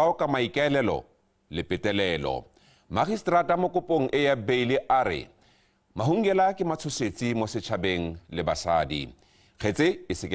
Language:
Tswana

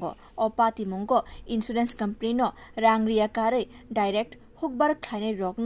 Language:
Kok Borok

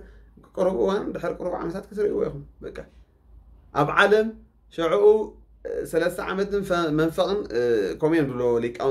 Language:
Tigrinya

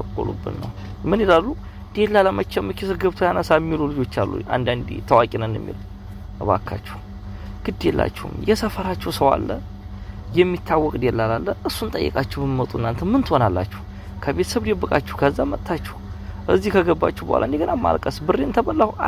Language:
Amharic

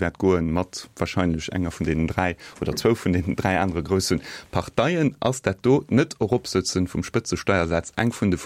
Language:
Luxembourgish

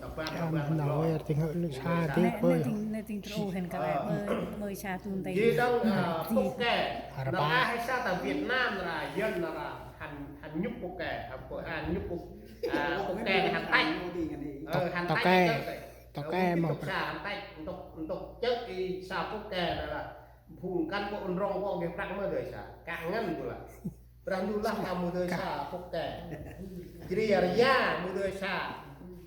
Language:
Central Mnong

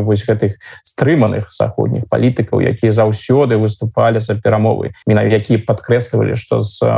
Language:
Belarusian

